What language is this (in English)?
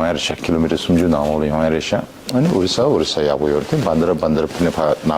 Tibetan